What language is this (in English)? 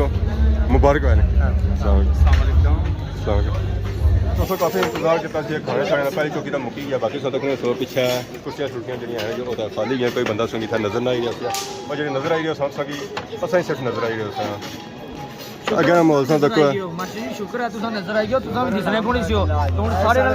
Pahari-Potwari